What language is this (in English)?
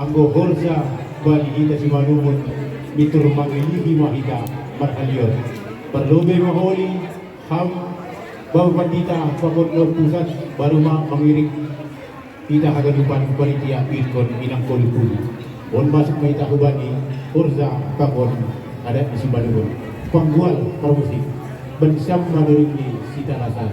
Batak Simalungun